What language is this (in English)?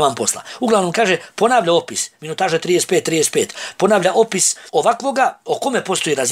Bosnian